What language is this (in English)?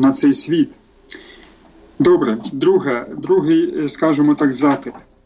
Ukrainian